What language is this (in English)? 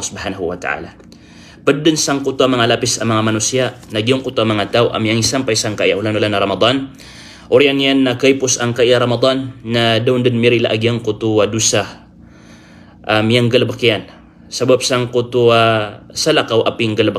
Maranao